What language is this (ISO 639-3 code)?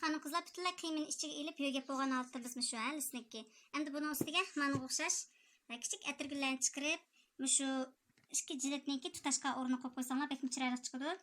uig